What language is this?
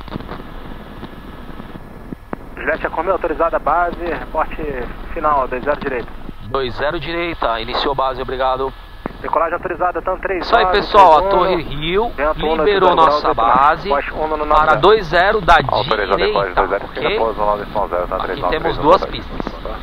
Portuguese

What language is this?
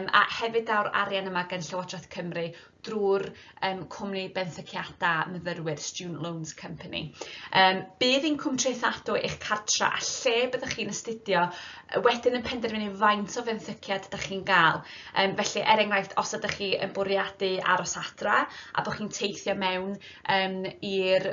Welsh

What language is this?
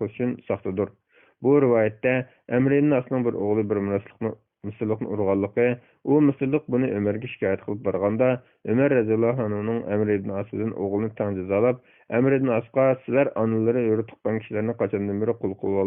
Uyghur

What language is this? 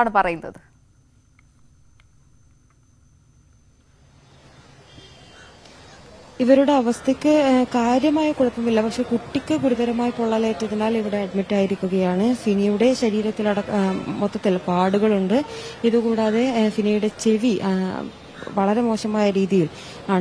Malayalam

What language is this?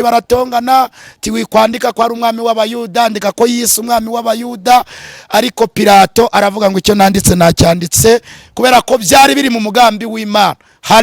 Kinyarwanda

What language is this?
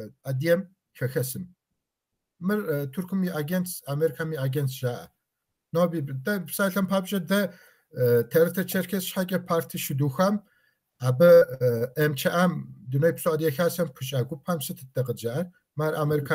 Kabardian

